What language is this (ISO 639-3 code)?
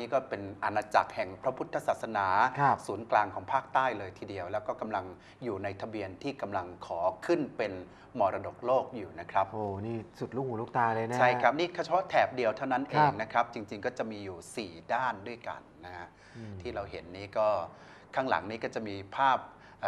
tha